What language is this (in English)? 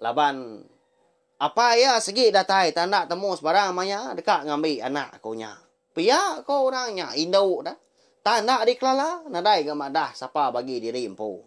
Iban